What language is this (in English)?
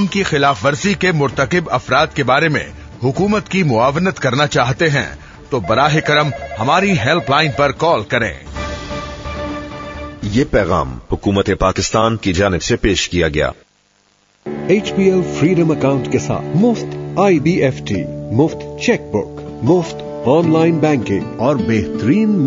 Urdu